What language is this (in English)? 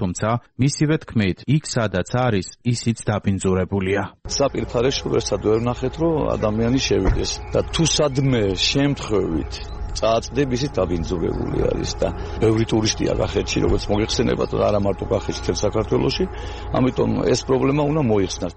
Georgian